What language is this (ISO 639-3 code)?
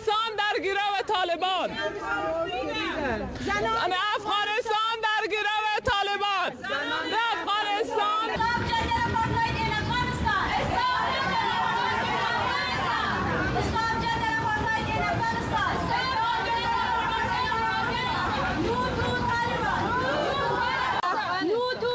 fas